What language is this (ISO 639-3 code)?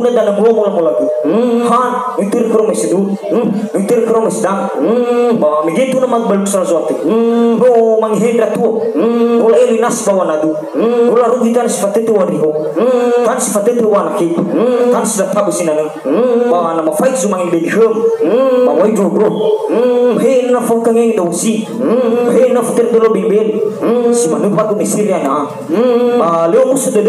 nia